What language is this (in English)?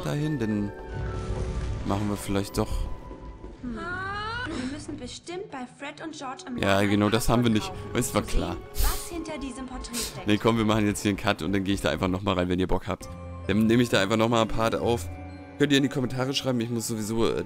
German